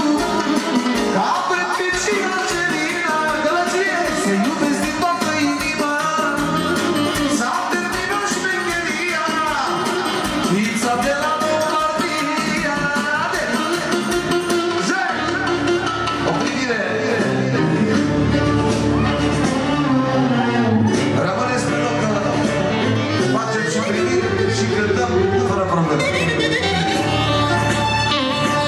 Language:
Romanian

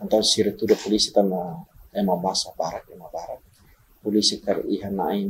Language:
Tetum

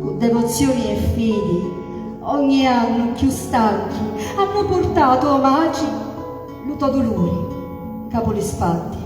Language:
Sicilian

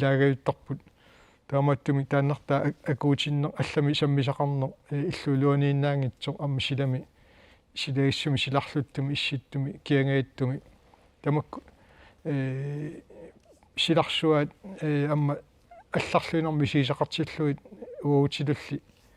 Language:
Kalaallisut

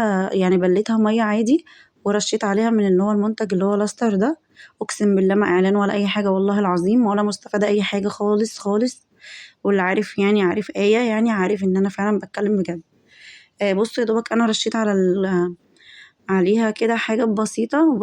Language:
Egyptian Arabic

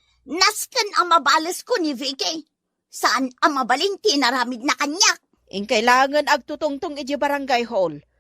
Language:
Iloko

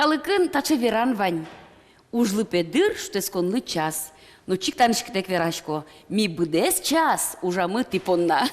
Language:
Udmurt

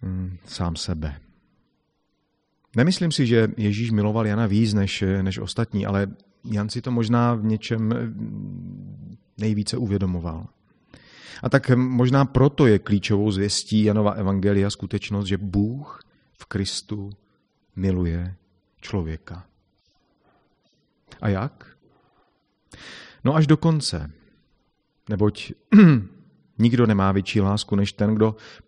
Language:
Czech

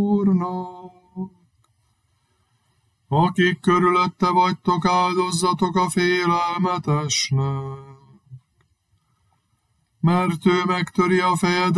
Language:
Hungarian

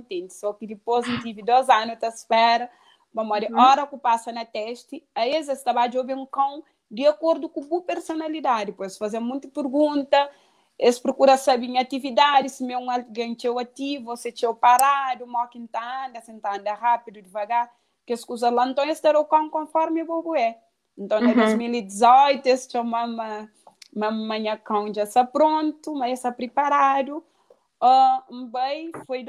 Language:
Kabuverdianu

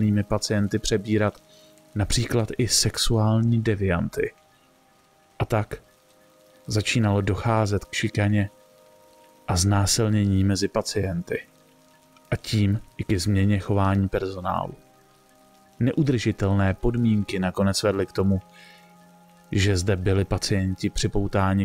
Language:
Czech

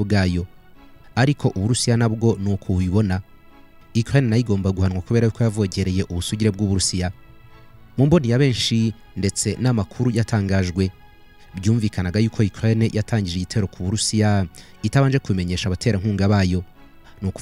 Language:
Kinyarwanda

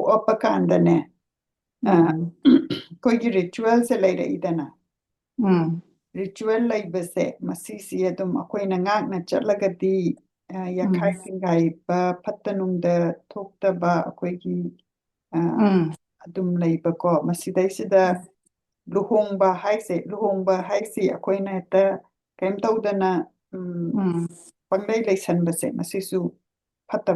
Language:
Manipuri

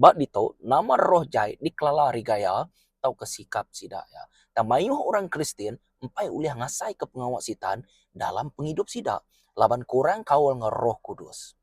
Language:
Iban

